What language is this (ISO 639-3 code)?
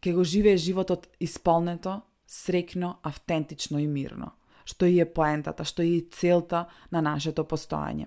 mkd